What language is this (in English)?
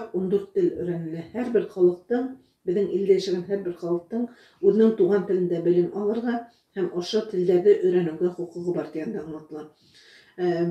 Bashkir